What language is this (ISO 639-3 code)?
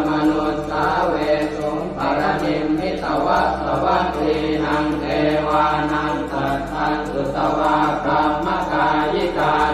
pli